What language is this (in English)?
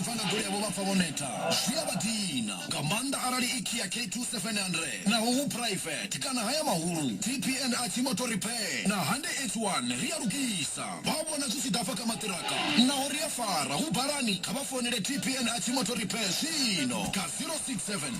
Venda